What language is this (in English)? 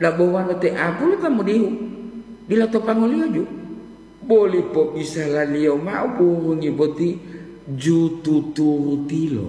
Gorontalo